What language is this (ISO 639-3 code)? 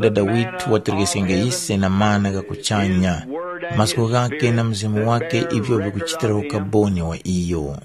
tum